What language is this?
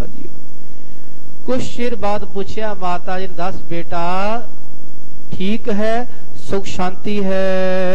Punjabi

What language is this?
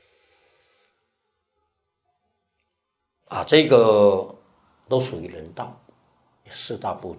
Chinese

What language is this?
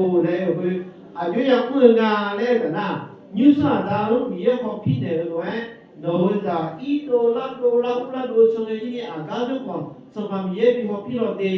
Akha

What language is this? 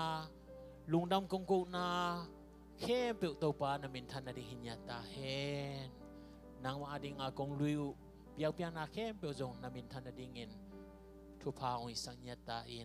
Tedim Chin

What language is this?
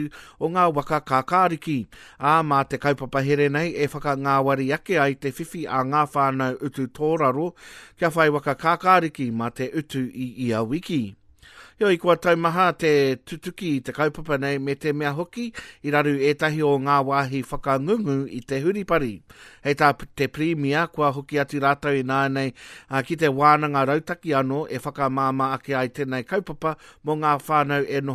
Māori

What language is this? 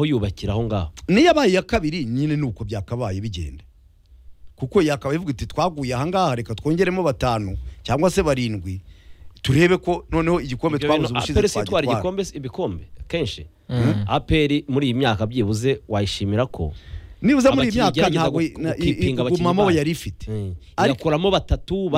Kinyarwanda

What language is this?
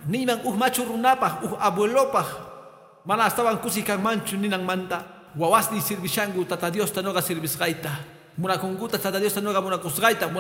Quechua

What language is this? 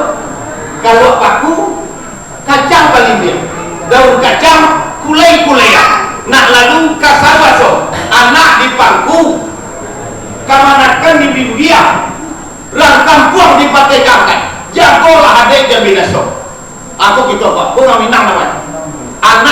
Minangkabau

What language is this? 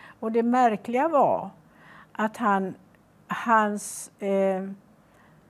Swedish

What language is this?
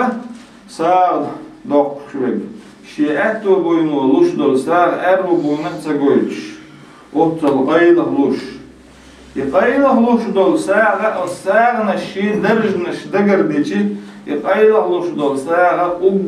Chechen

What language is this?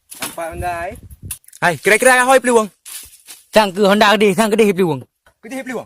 Achinese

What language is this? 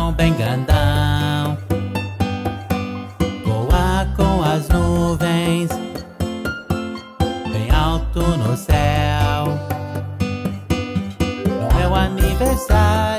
Portuguese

